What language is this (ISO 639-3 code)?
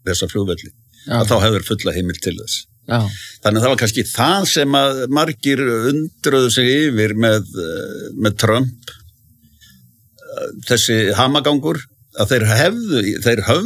isl